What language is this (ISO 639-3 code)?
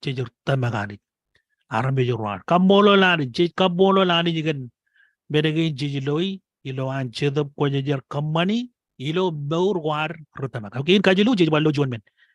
mah